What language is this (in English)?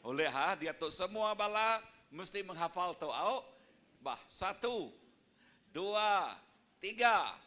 Iban